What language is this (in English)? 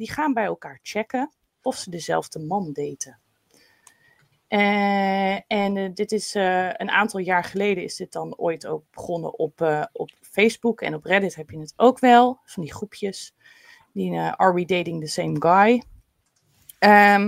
Dutch